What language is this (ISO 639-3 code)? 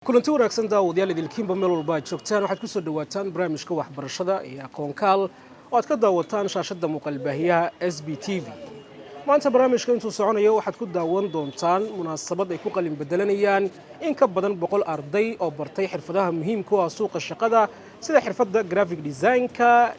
som